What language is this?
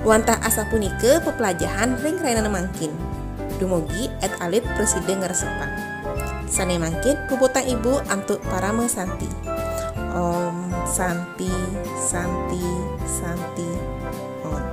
Balinese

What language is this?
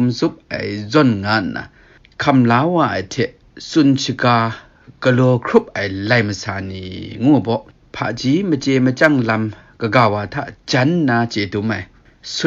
Kachin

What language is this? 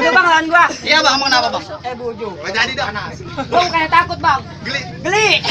Betawi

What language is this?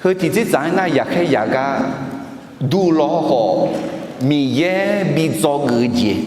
Akha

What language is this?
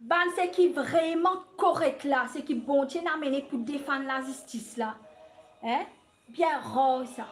Morisyen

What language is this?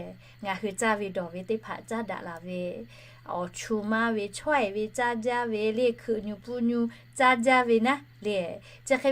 Lahu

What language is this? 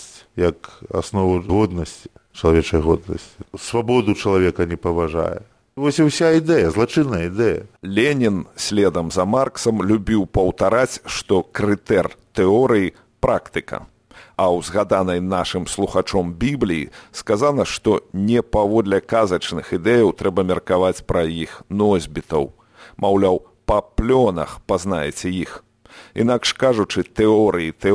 Belarusian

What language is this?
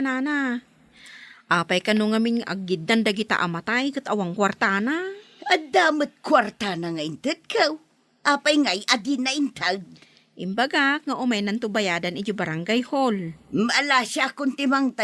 Iloko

